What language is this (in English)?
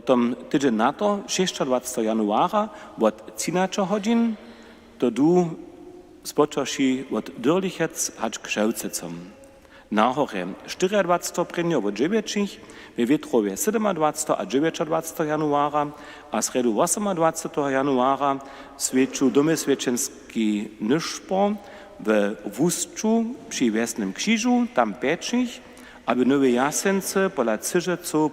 Upper Sorbian